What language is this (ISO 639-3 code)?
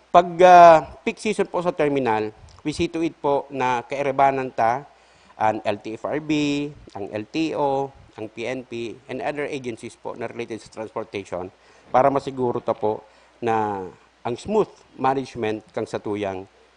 bik